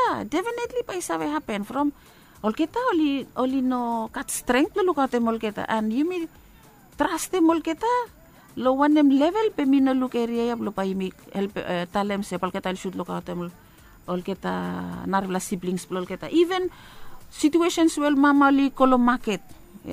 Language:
Bislama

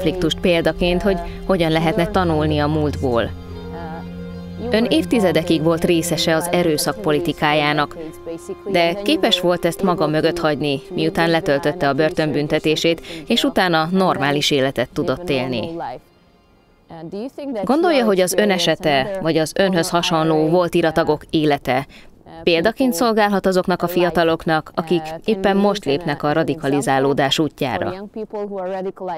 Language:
Hungarian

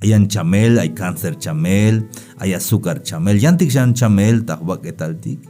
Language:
Tzeltal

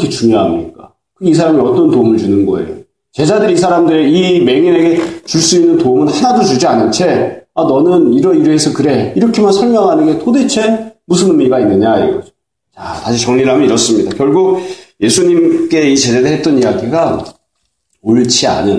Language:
Korean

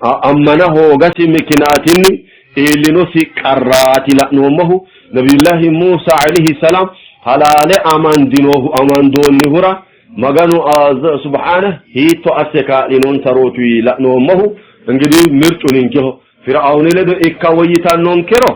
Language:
Sidamo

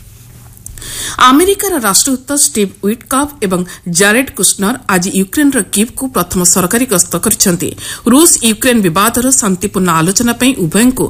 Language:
Odia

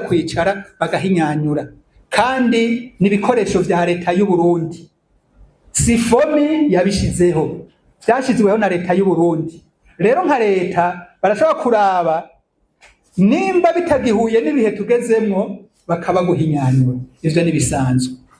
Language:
Rundi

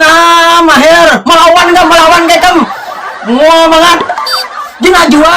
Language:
Banjar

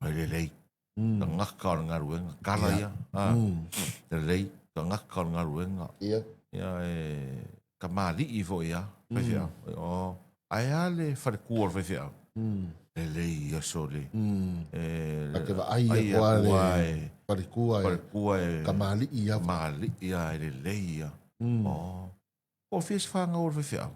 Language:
Samoan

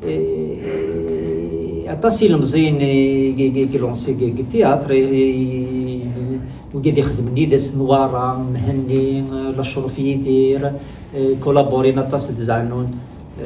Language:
Kabyle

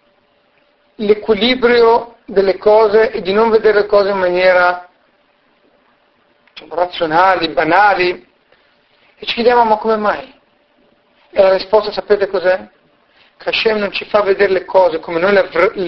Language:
Italian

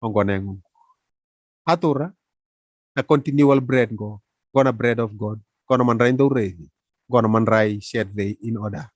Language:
Fijian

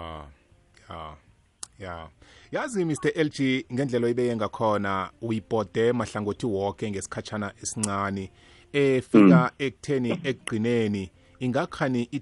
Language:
South Ndebele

